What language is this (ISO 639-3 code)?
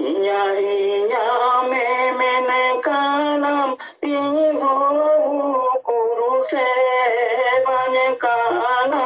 sat